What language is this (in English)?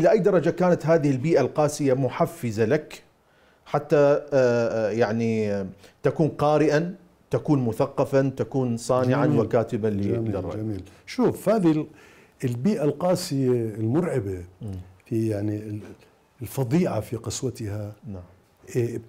Mesopotamian Arabic